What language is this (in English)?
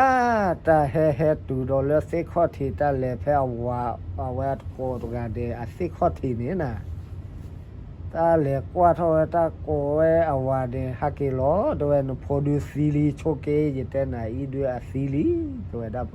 S'gaw Karen